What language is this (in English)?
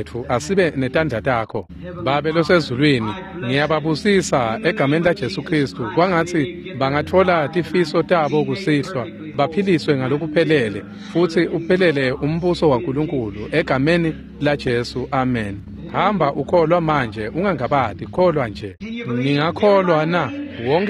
Swati